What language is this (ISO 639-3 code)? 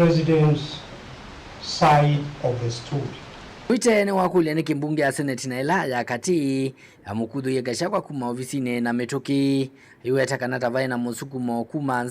kam